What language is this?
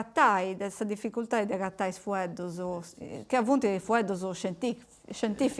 Sardinian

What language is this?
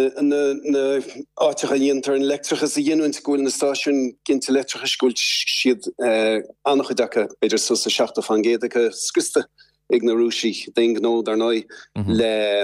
Irish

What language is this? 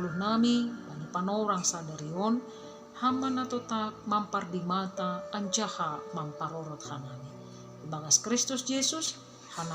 Batak Simalungun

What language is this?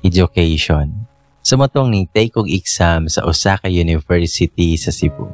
Cebuano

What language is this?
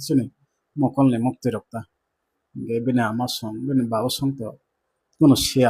Kok Borok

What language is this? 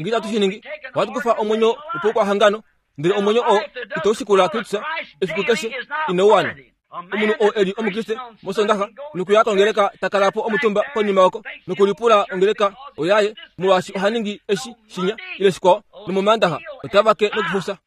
Kuanyama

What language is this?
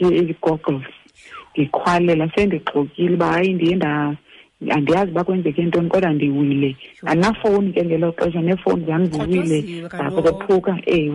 Xhosa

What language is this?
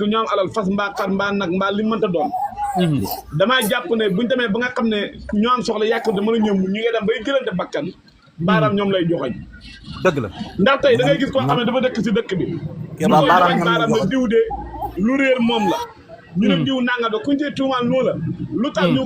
Wolof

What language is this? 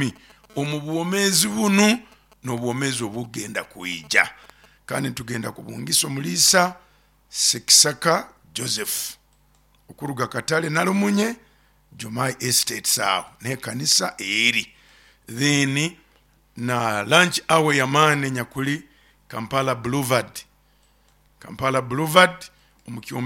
Nyoro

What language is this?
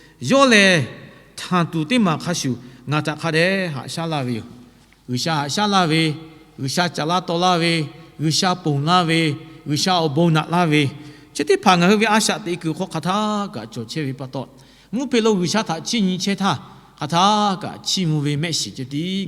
Lahu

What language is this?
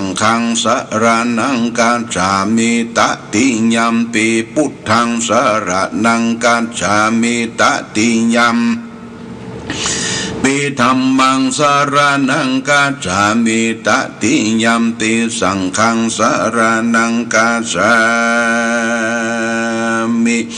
Pali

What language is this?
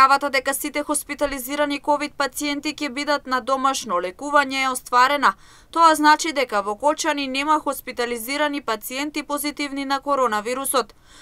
Macedonian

